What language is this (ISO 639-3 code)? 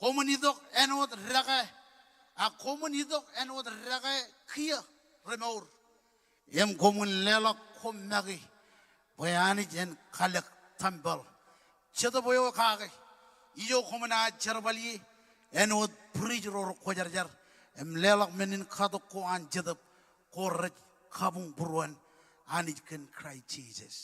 mah